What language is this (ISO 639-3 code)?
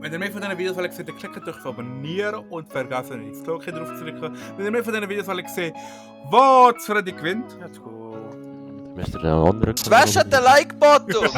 gsw